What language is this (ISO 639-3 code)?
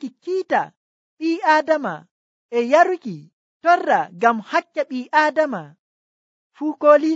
fuv